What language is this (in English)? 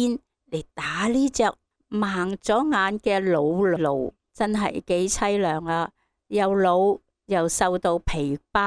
Cantonese